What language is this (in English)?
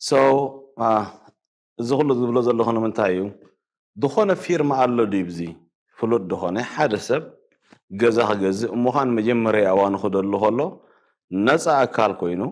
Tigrinya